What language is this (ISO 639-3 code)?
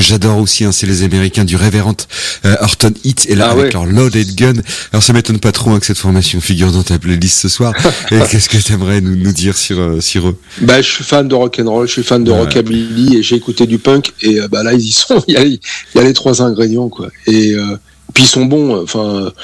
fra